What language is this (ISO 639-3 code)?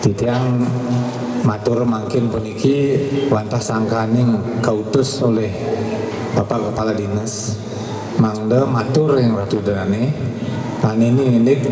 ban